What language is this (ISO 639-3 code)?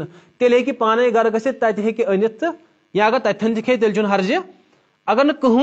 kas